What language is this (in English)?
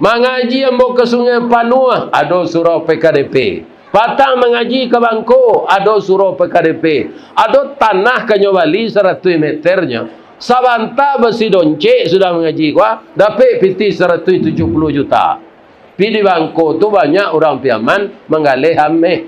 Minangkabau